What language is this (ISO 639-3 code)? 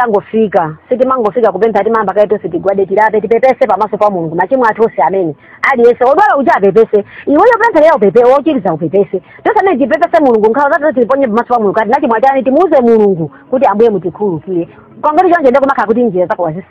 nya